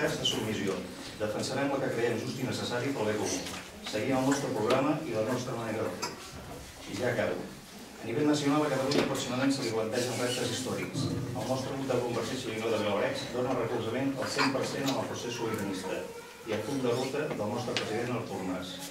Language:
Catalan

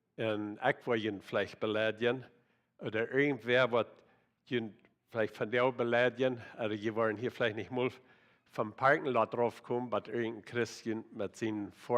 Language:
Plautdietsch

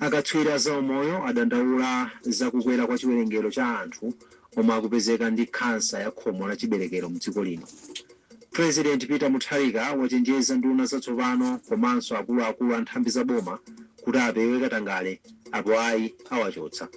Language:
Nyanja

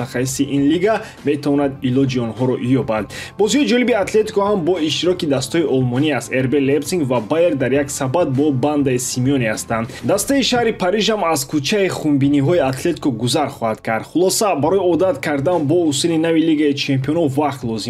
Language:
Tajik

